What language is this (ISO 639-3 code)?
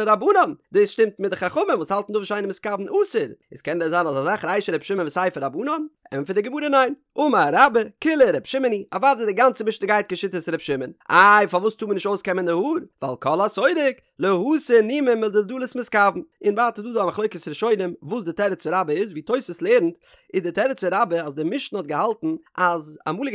yid